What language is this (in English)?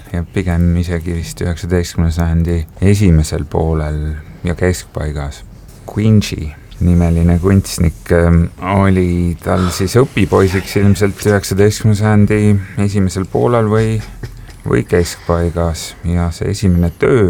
Estonian